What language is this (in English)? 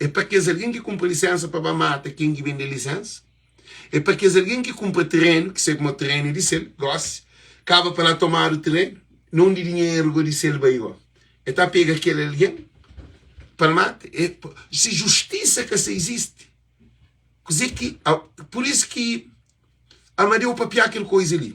Kabuverdianu